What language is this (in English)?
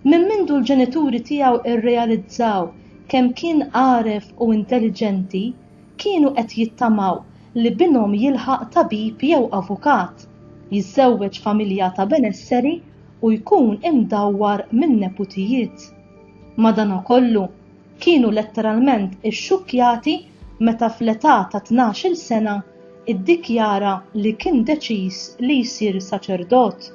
Maltese